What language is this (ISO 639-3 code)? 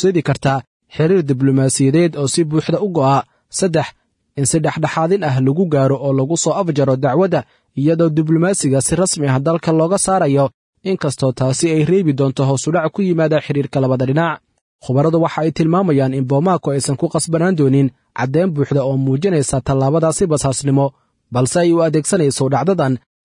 som